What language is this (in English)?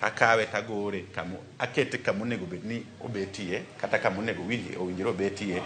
Luo (Kenya and Tanzania)